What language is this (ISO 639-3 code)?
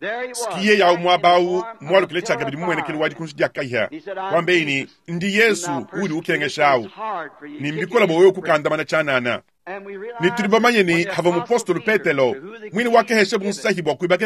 lua